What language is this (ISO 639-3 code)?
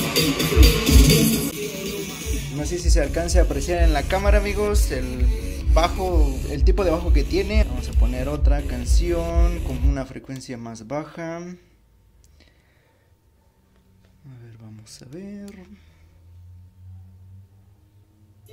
spa